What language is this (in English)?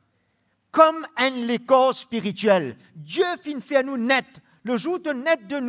Morisyen